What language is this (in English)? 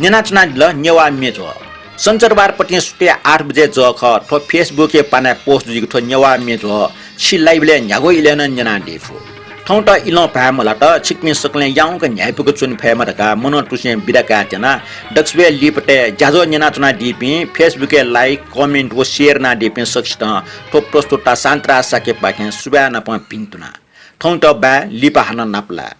Newari